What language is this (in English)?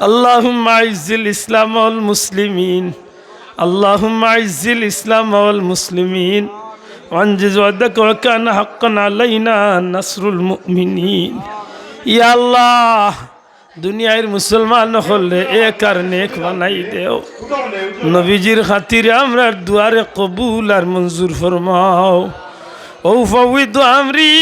Sylheti